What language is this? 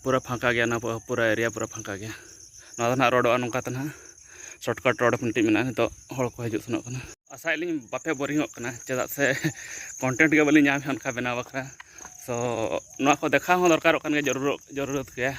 Santali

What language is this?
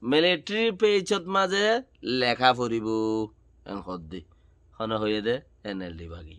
Rohingya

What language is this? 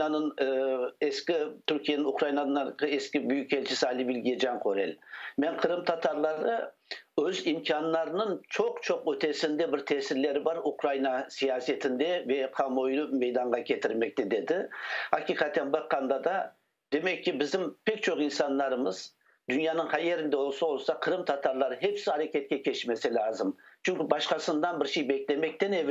Crimean Tatar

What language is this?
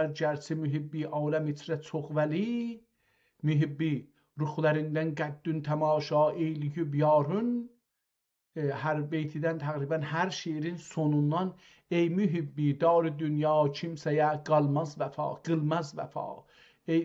South Azerbaijani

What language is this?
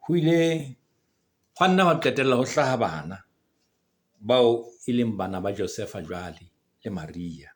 Southern Sotho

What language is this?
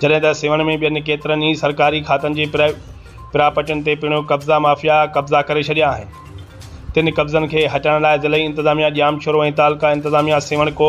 Sindhi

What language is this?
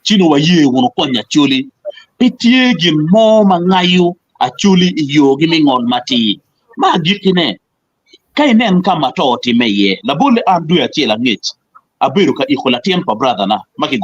Acoli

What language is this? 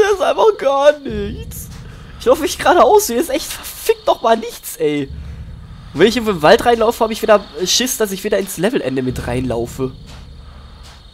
German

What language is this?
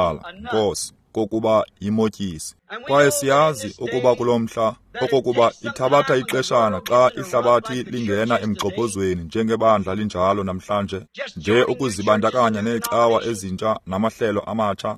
Xhosa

